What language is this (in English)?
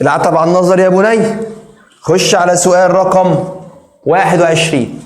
Egyptian Arabic